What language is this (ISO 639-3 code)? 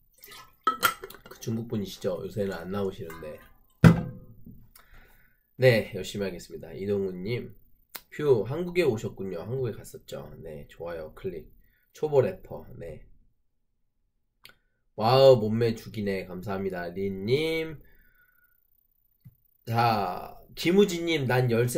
kor